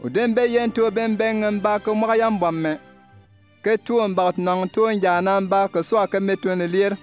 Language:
Bimoba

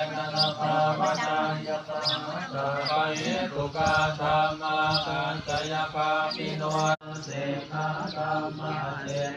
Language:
Pali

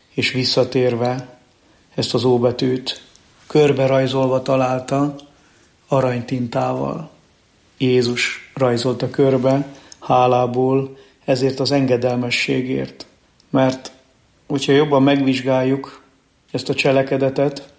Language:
Hungarian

